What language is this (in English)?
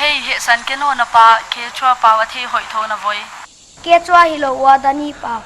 Paite Chin